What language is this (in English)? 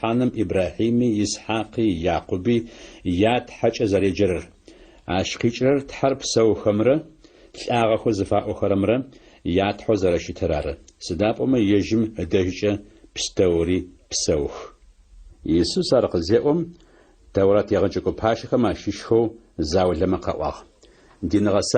Adyghe